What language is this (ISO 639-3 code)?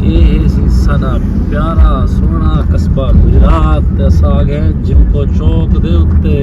skr